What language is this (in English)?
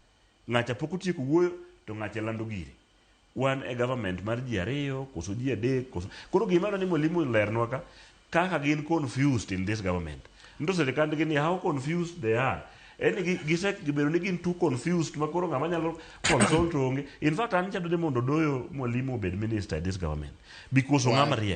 Luo (Kenya and Tanzania)